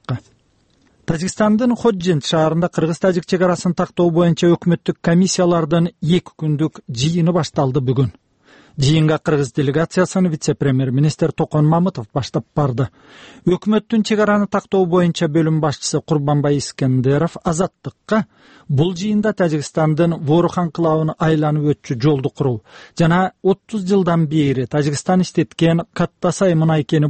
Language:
Kyrgyz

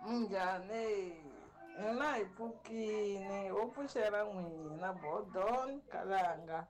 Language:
Tsonga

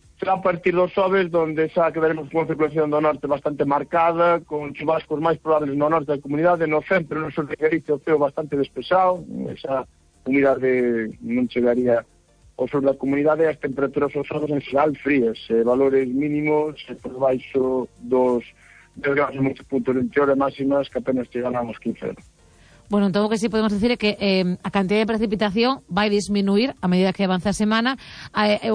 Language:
Galician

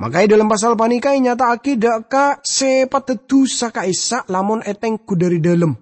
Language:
Madurese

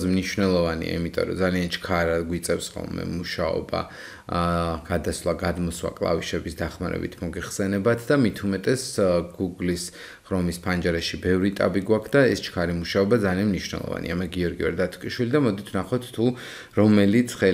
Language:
Georgian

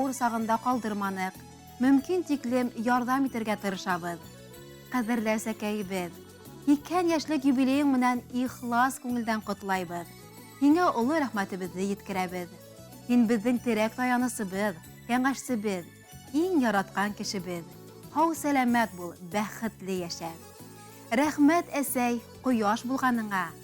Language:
Bashkir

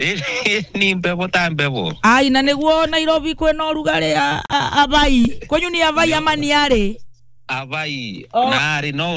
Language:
Kikuyu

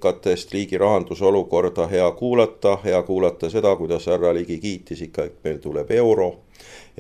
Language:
Estonian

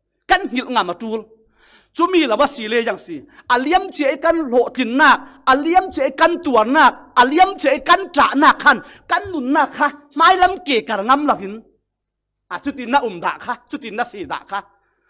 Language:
Falam Chin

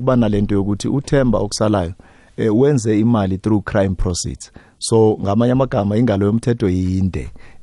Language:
South Ndebele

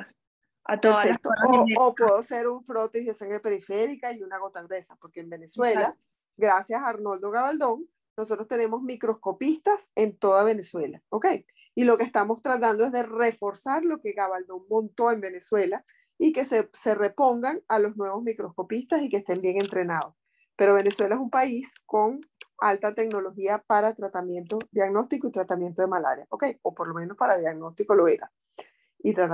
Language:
Spanish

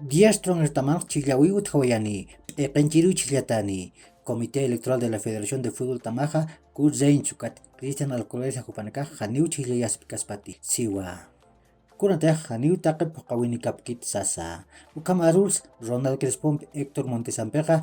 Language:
Aymara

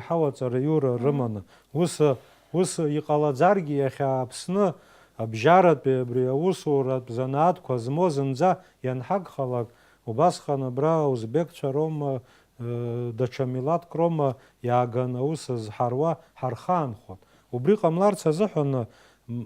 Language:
Abkhazian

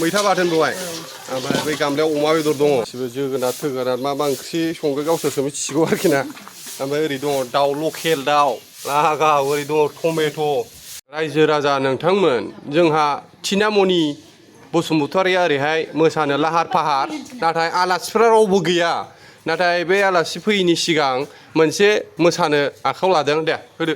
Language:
Bodo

